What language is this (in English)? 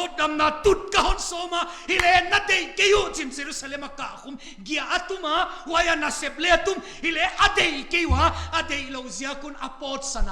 Paite Chin